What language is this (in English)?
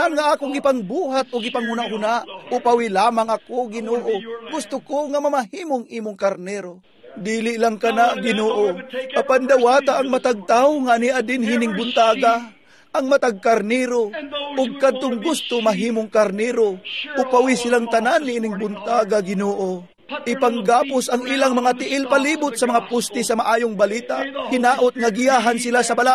Cebuano